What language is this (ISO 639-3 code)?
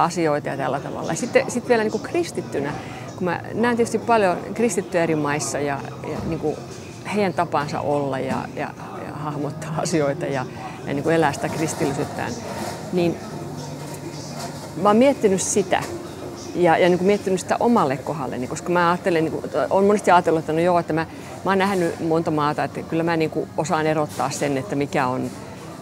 fin